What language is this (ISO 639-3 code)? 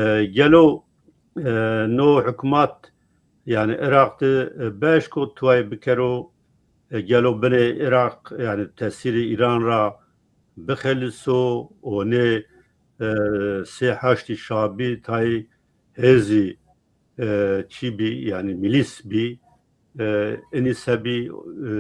zza